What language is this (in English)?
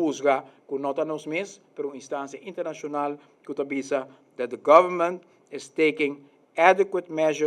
Papiamento